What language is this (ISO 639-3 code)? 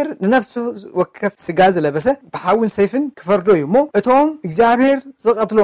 tir